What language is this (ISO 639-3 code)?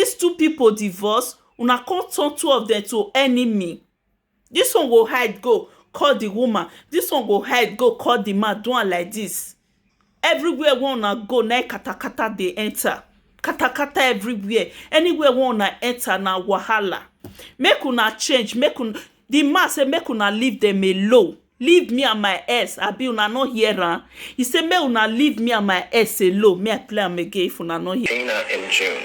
pcm